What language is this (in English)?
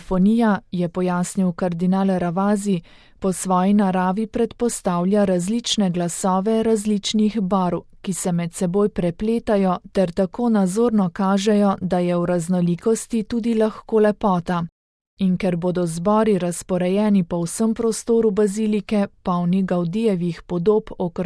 Slovenian